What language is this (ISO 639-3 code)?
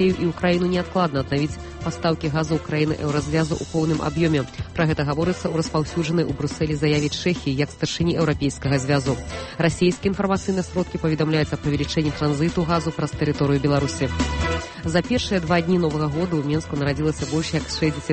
bel